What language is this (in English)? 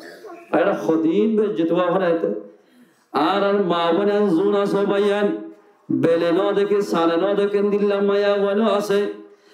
Rohingya